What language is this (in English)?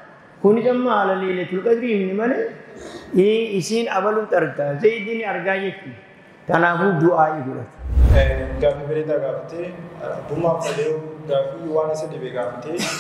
Oromo